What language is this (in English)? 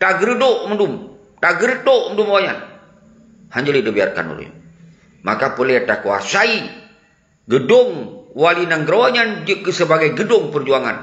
Achinese